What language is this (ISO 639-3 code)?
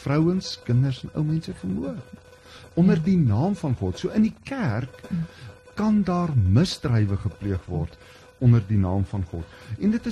afr